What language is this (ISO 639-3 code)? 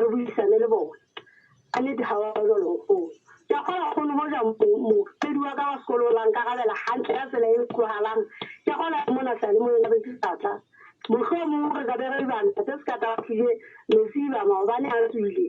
sot